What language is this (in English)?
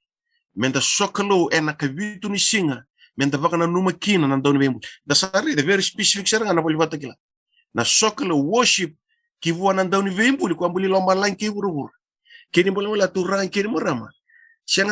Fijian